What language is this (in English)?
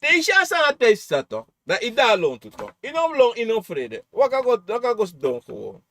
Sranan Tongo